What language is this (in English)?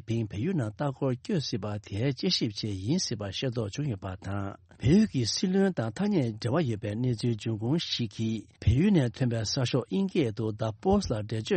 Tibetan